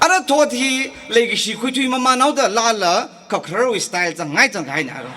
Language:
Tangkhul Naga (India)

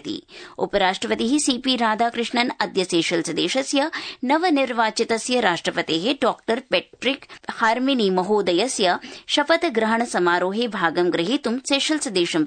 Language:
Sanskrit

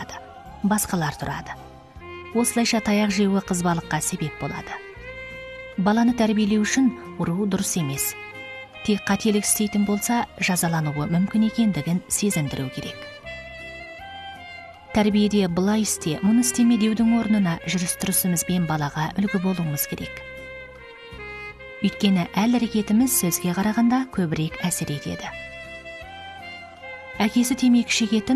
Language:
Kazakh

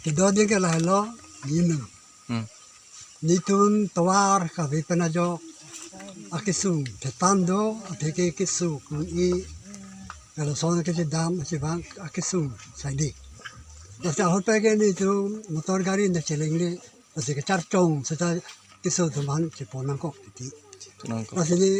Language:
Karbi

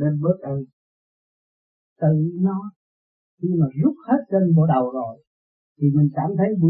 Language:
Vietnamese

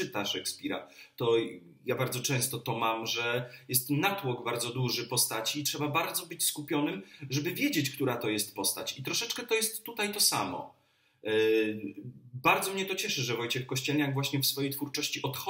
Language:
Polish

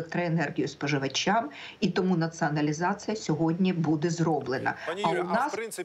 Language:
Ukrainian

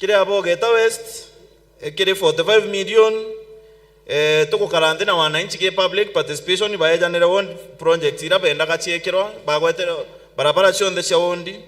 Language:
Meru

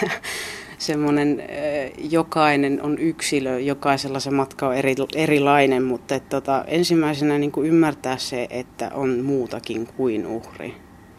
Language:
Finnish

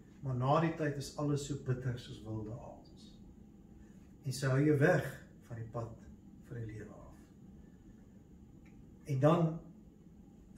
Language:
Afrikaans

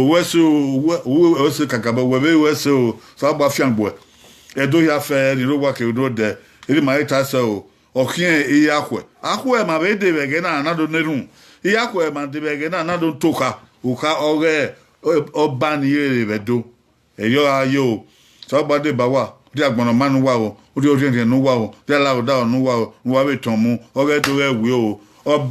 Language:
Bini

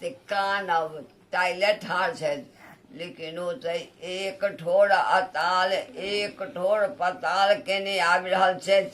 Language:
Maithili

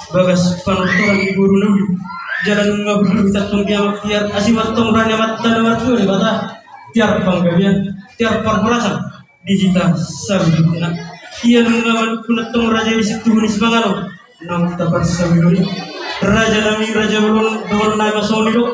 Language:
Batak Toba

